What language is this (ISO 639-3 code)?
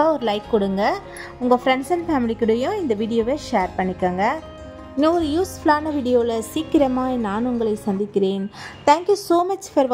tam